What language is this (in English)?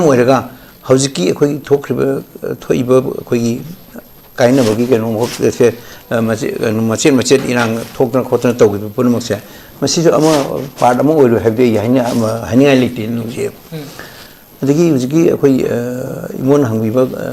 Manipuri